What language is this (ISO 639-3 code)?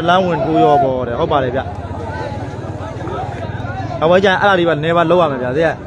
mya